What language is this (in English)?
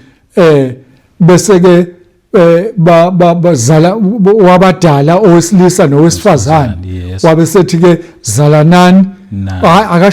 Zulu